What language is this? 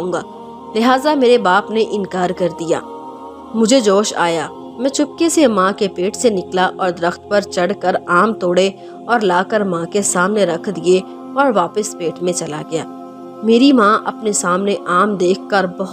Urdu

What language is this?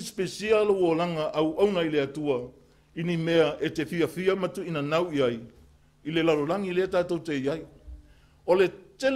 Samoan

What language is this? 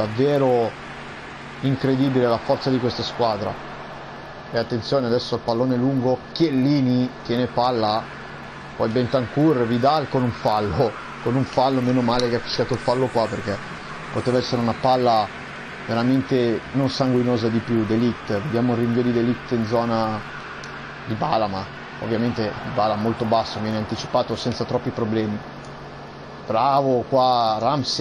Italian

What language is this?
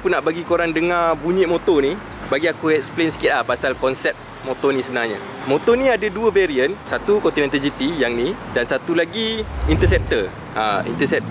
Malay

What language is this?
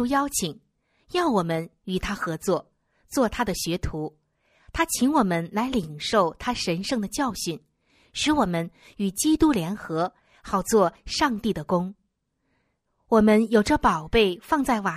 Chinese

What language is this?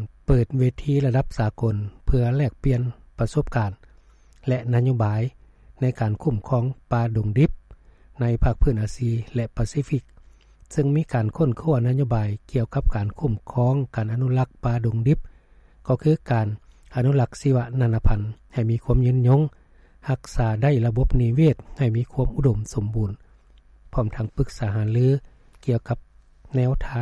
Lao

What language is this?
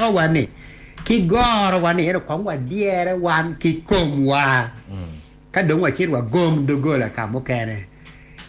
Acoli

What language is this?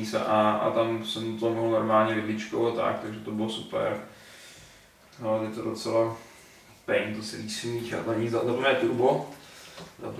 Czech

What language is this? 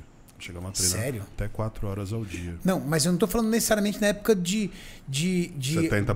Portuguese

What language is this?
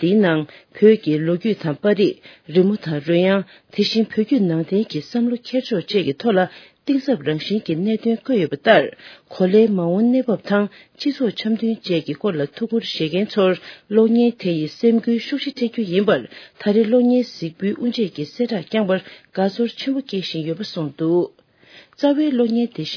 Tibetan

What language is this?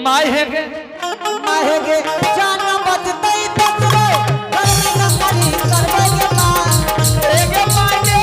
Angika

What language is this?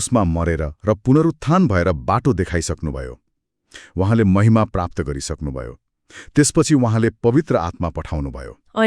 Nepali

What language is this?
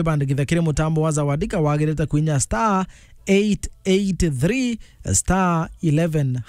Meru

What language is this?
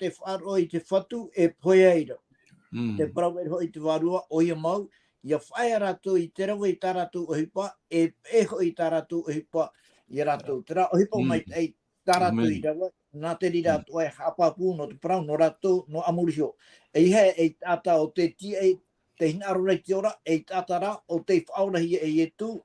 Tahitian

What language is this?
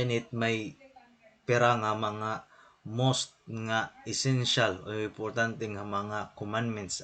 Waray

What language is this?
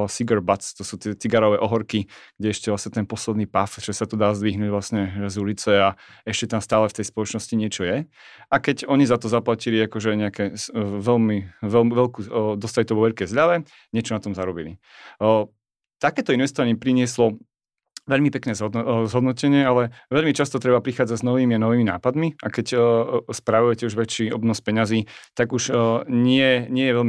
Slovak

